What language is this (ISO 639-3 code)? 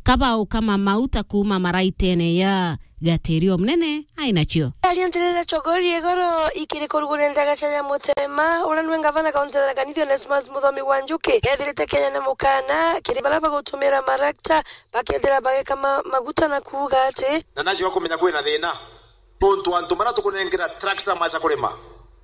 mer